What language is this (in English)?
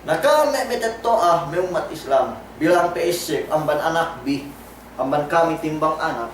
Yakan